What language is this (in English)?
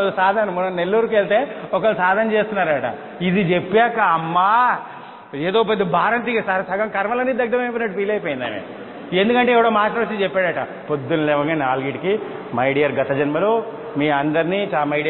Telugu